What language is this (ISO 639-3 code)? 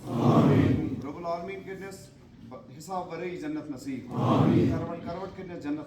kas